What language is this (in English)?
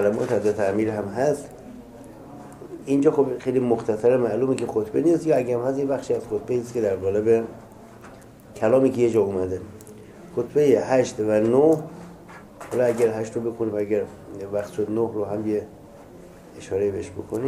Persian